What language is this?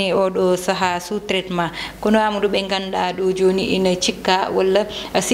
Fula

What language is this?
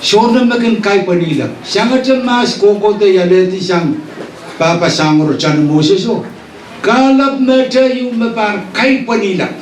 Pohnpeian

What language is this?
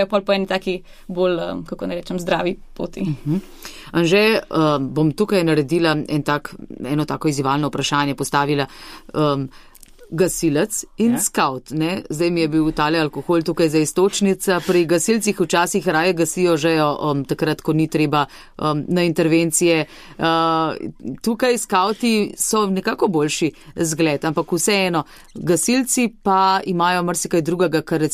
Slovenian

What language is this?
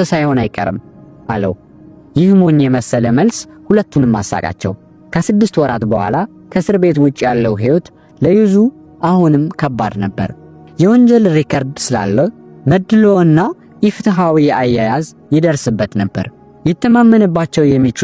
Amharic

